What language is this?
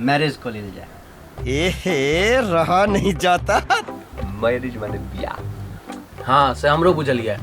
Maithili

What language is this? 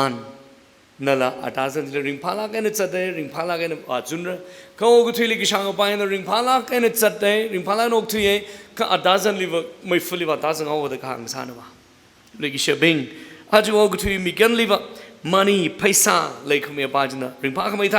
Tangkhul Naga (India)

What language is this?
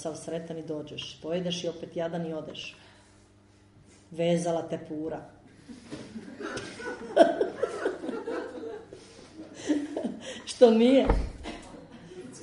Croatian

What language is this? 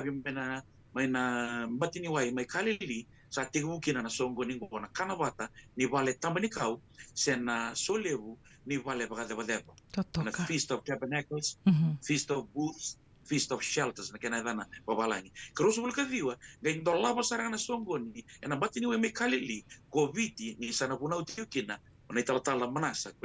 Fijian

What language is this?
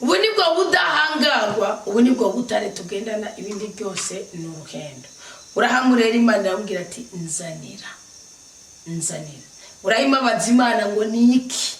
Rundi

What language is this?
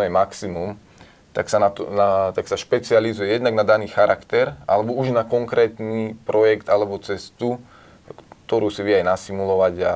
Slovak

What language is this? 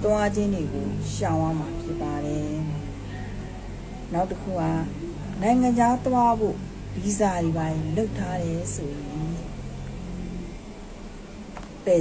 Burmese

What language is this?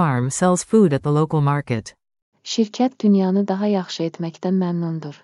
Azerbaijani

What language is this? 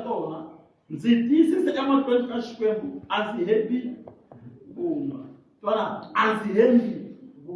Tsonga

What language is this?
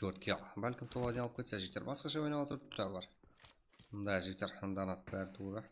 Kara-Kalpak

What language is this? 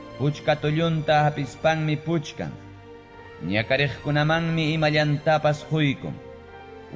Ayacucho Quechua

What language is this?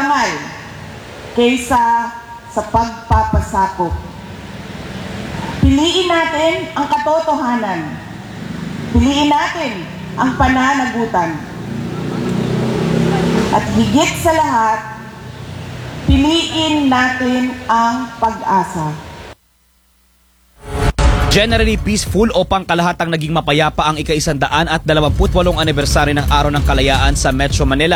Filipino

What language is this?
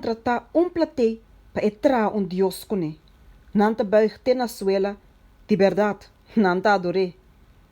Papiamento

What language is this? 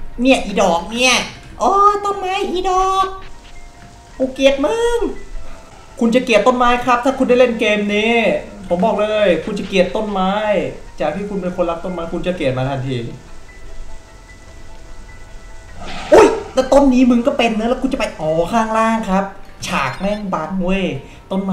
Thai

